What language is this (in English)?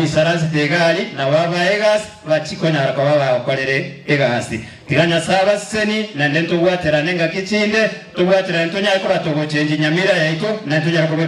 Gusii